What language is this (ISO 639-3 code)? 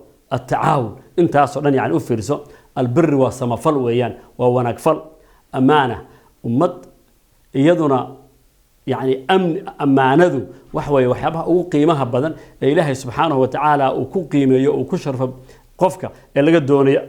som